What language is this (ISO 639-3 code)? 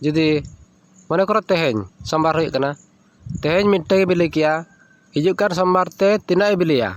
sat